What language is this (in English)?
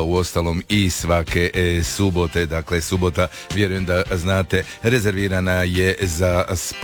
Croatian